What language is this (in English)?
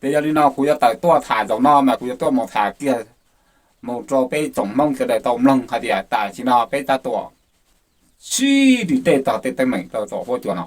Hmong